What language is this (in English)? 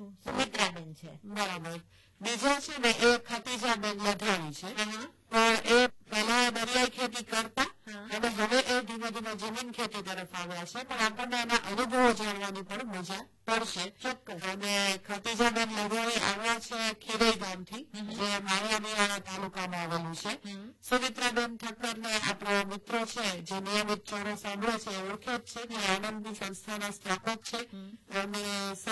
Gujarati